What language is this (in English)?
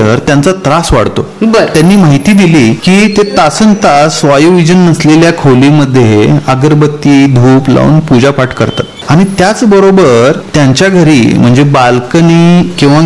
Marathi